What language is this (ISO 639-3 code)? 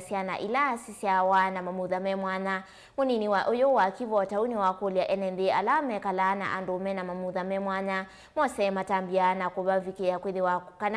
kam